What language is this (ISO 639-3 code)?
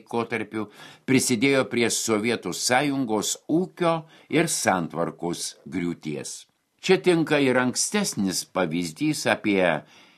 lit